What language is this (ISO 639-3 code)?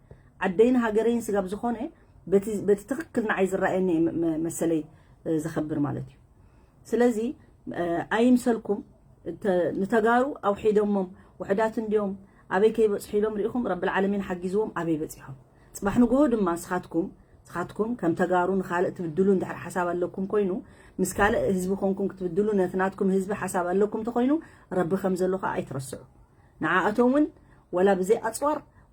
tir